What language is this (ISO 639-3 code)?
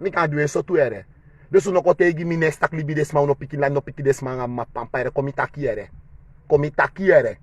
srn